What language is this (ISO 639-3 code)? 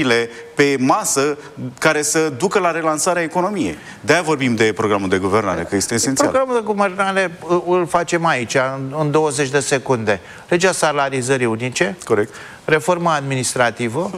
ron